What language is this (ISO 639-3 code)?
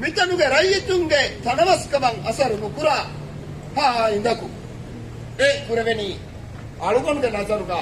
div